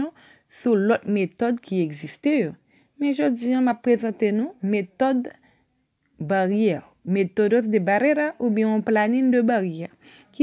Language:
Haitian Creole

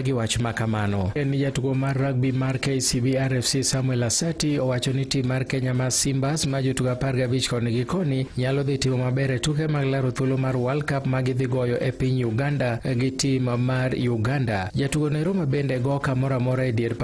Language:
Luo (Kenya and Tanzania)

